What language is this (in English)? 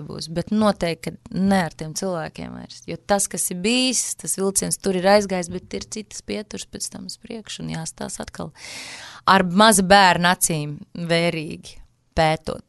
Latvian